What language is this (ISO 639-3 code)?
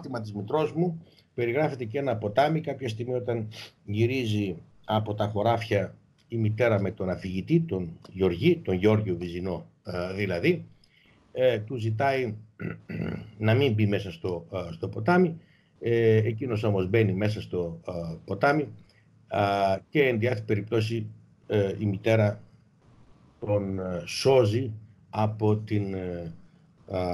ell